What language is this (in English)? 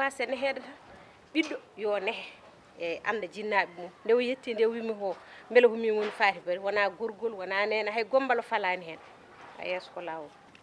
Fula